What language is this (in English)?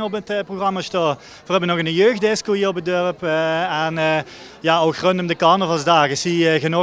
Limburgish